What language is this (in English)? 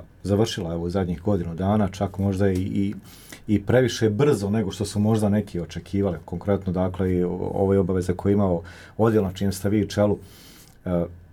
Bosnian